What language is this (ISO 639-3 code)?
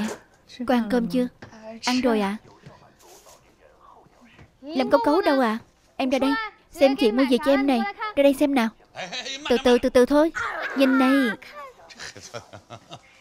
vie